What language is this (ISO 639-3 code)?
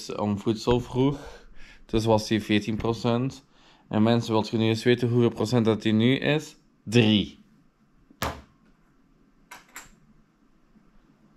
nld